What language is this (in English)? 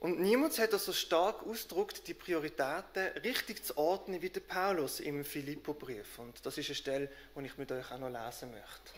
Swiss German